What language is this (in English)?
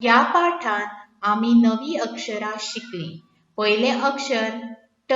Konkani